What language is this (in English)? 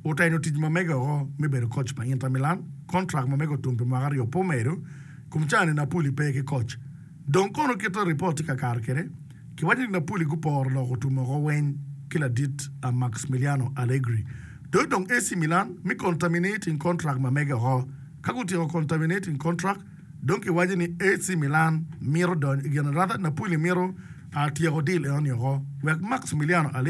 Acoli